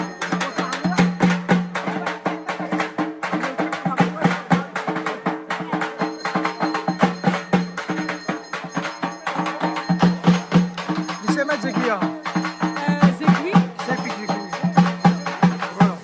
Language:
Réunion Creole French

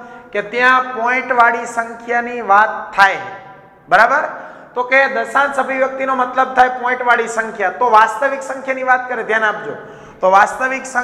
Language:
Gujarati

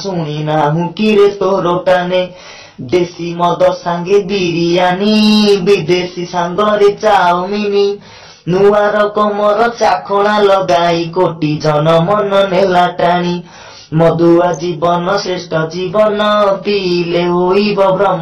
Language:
Odia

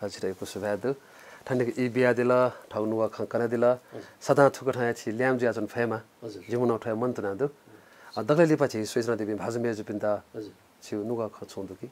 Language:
Newari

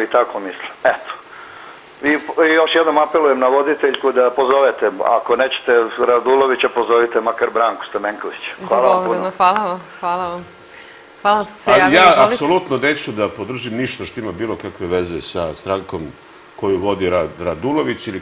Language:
Serbian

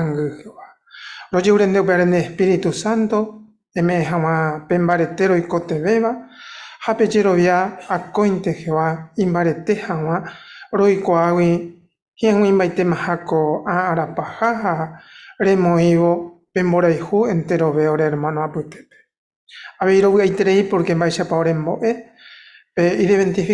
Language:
Guarani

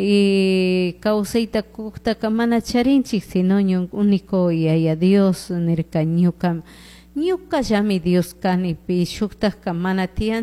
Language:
Chimborazo Highland Quichua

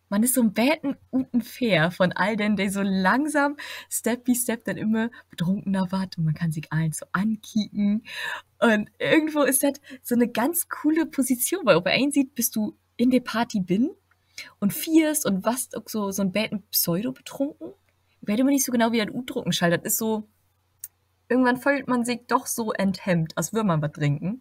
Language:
Low German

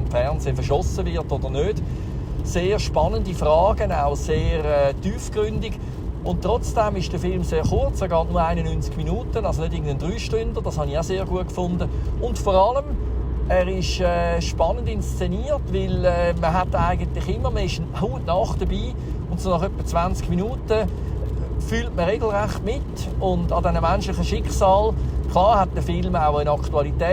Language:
Swiss German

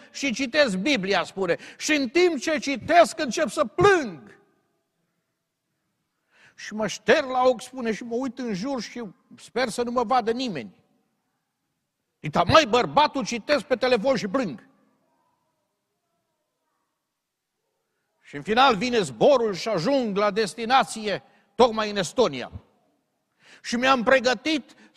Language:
Romanian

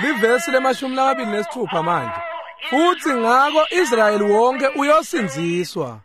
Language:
Swati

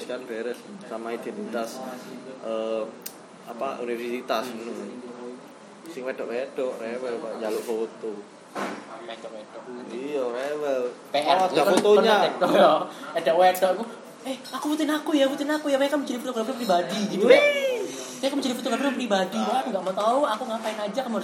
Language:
Indonesian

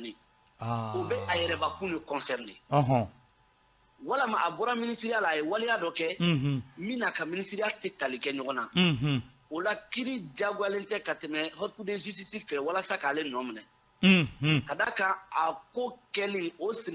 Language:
Bambara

